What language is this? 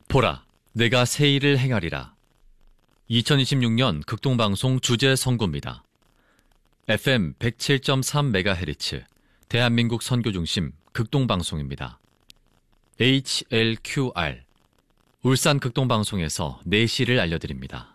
Korean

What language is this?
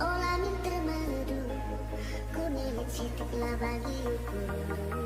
Batak Karo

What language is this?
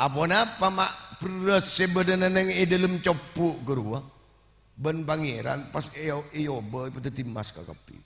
Madurese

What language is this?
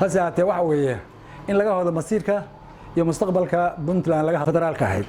Somali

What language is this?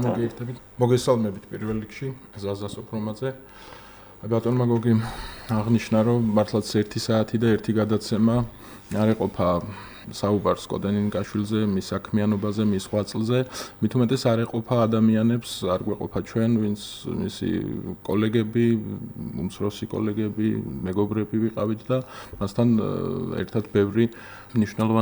Georgian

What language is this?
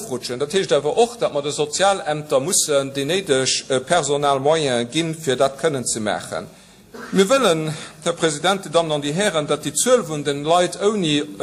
Luxembourgish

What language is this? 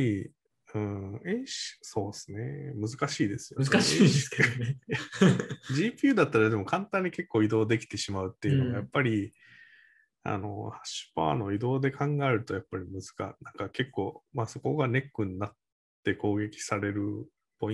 Japanese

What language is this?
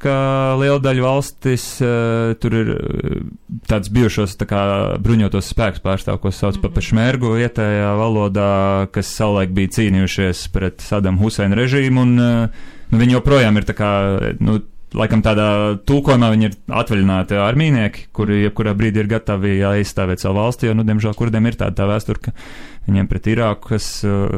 Latvian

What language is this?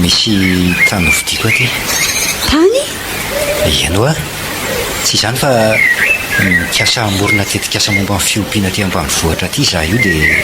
Malagasy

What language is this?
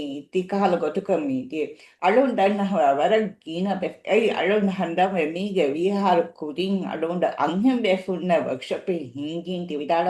Divehi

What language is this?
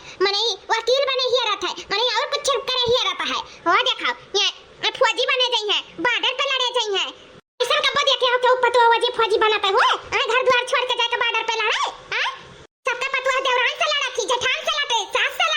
Awadhi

